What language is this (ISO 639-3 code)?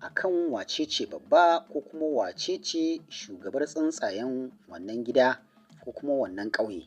hau